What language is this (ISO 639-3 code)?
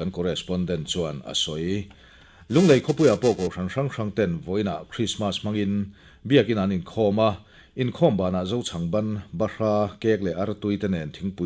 lus